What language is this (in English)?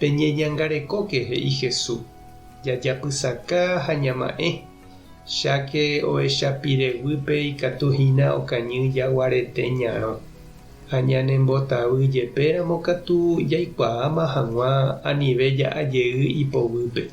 Guarani